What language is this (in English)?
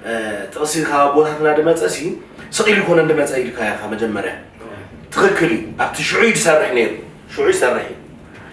Tigrinya